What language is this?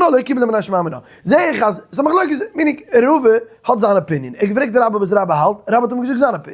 Yiddish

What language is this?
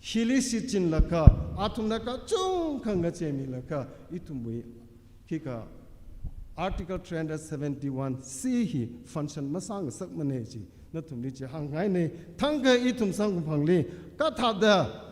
Tangkhul Naga (India)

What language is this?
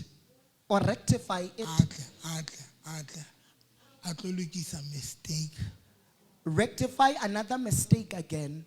Southern Sotho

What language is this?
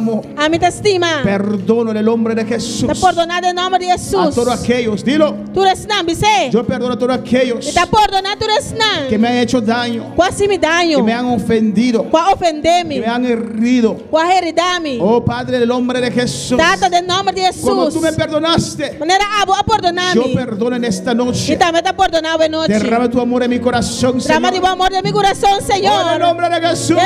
Papiamento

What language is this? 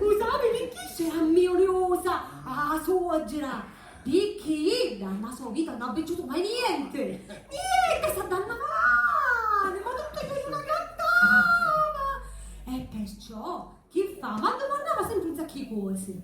Sicilian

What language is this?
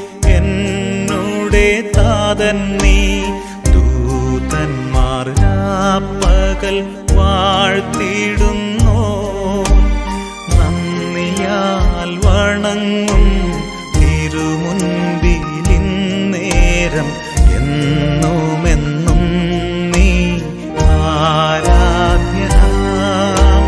Malayalam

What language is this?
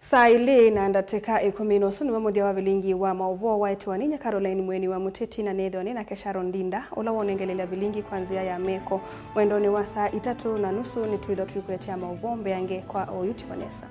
Kamba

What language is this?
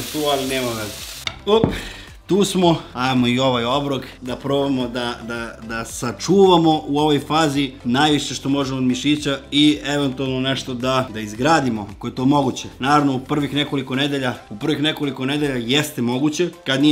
Serbian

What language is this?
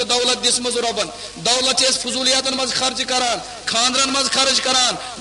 Kashmiri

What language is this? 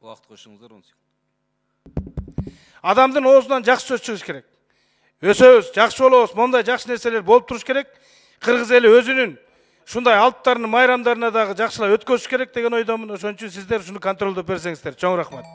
Kyrgyz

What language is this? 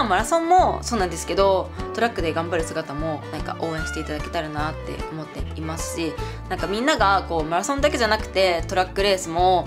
Japanese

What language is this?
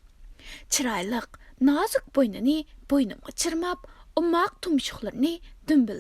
Uyghur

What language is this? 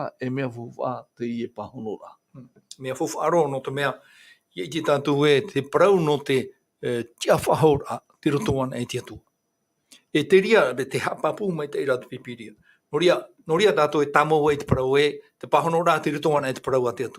Tahitian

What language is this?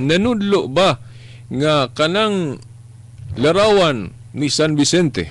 Cebuano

